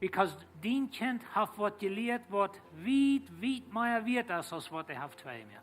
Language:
Plautdietsch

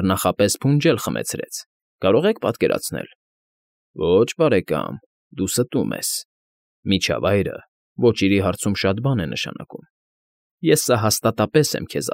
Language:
Armenian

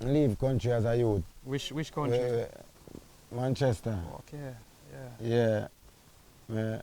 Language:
Jamaican Creole English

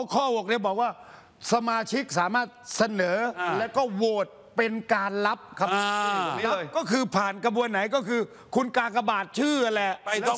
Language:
Thai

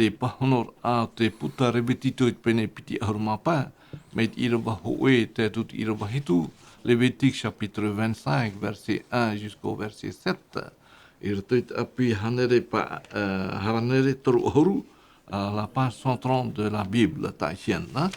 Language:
Tahitian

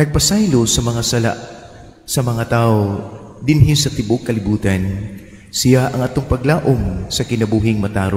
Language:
Cebuano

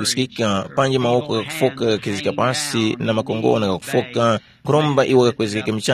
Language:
Tumbuka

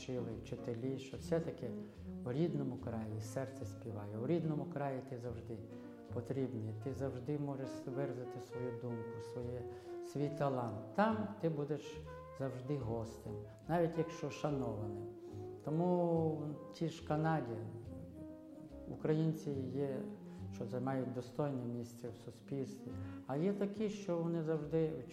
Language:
Ukrainian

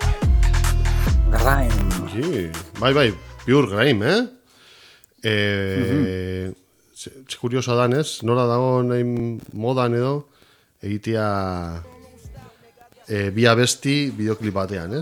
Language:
Basque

